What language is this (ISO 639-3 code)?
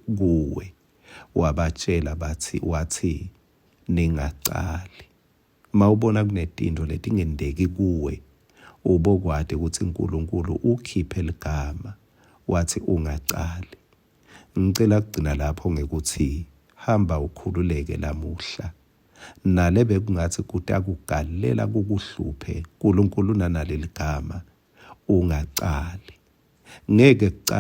ssw